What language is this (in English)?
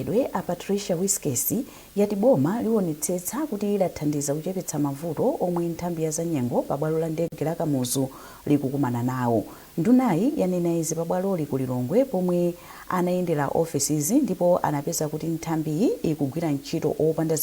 Nyanja